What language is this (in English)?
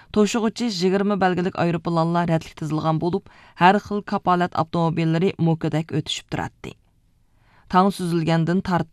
Uyghur